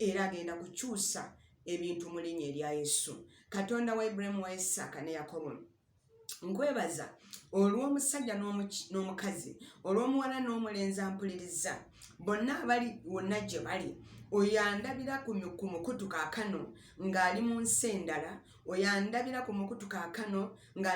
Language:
Ganda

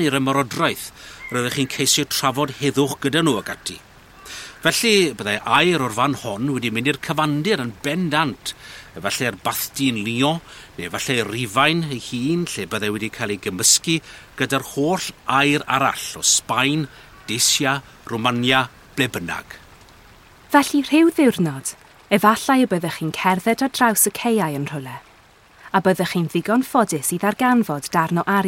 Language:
Welsh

